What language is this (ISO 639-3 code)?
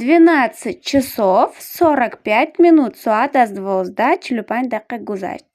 tgk